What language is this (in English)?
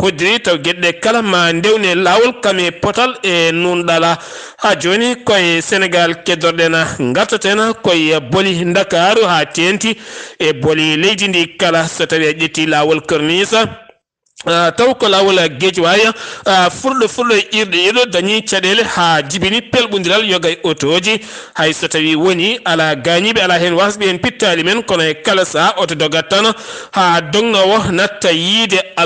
Fula